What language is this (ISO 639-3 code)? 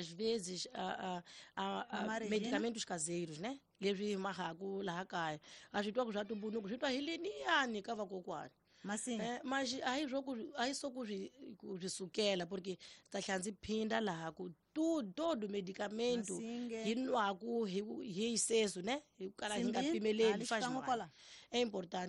tso